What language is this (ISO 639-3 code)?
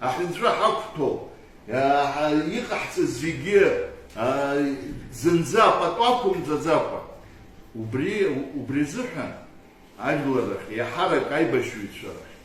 abk